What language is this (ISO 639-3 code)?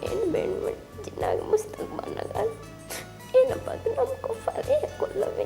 div